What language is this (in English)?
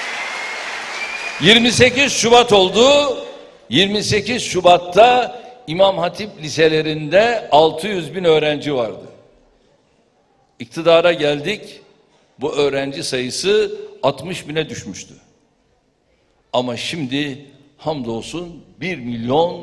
Turkish